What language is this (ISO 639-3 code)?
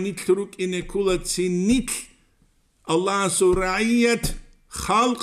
ava